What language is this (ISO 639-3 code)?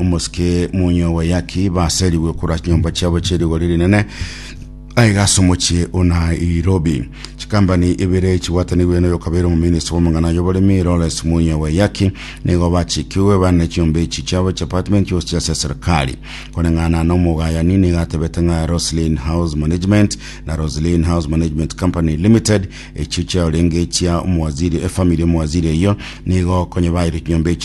guz